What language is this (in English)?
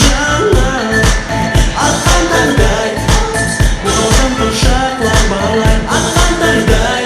Kara-Kalpak